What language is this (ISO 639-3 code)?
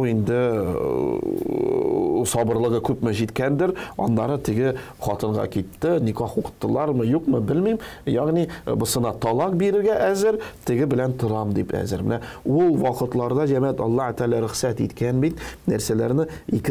tat